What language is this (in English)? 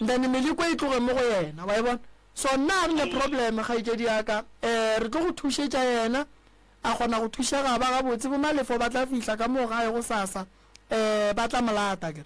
Northern Sotho